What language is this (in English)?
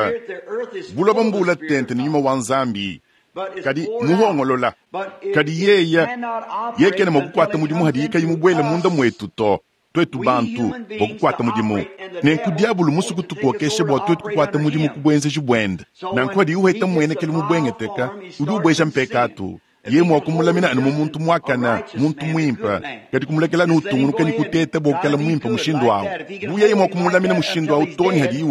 Luba-Lulua